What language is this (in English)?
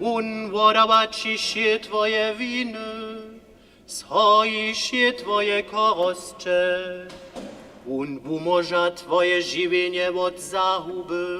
Upper Sorbian